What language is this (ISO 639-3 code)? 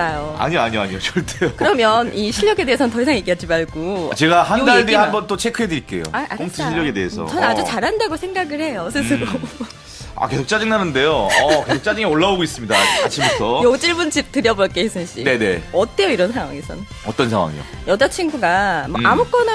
kor